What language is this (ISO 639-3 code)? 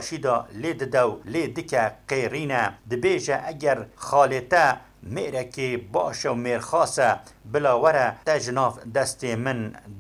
kur